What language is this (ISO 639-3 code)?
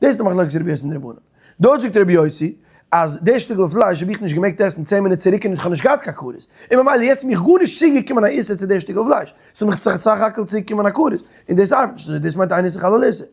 yid